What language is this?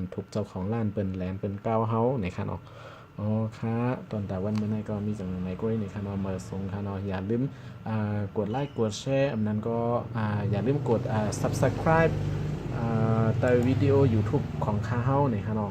Shan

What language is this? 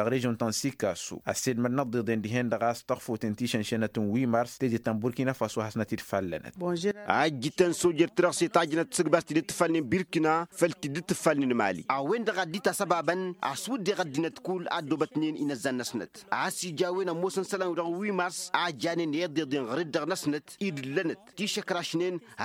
Tamasheq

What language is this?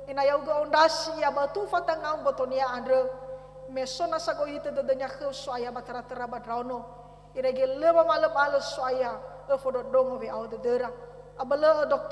Nias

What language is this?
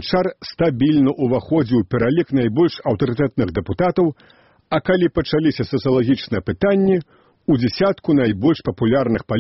Belarusian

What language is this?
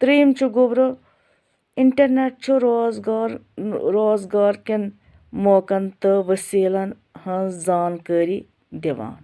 Kashmiri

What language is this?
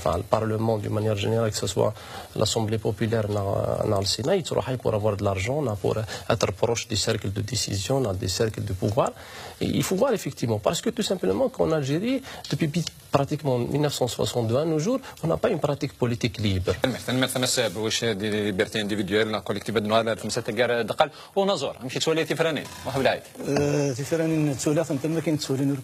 Kabyle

